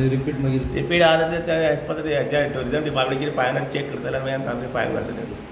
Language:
Konkani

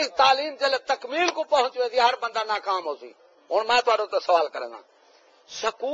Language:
Saraiki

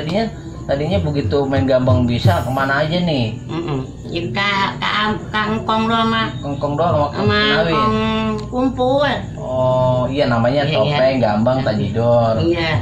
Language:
Betawi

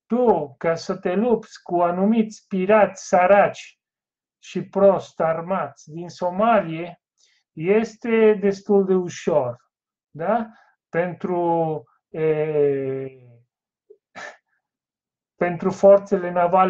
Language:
Romanian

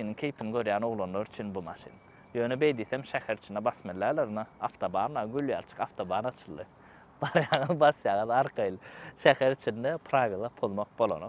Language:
Turkmen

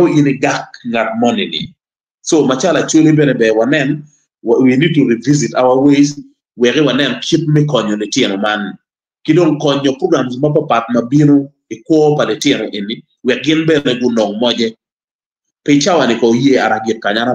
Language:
Acoli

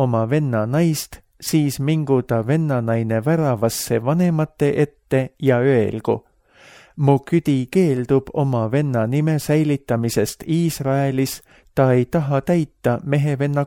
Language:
Estonian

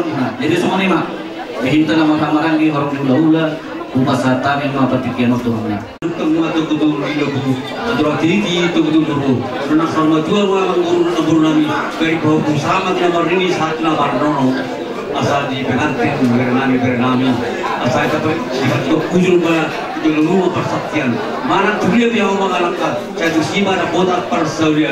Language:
Batak Toba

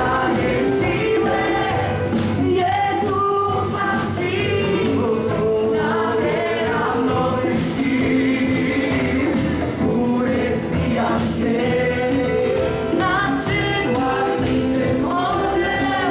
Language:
Polish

